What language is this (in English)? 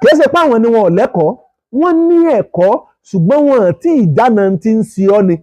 Yoruba